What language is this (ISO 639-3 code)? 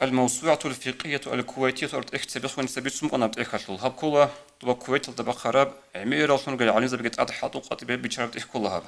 ava